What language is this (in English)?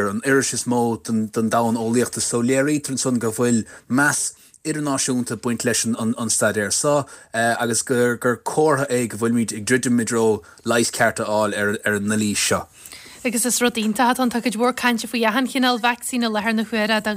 Irish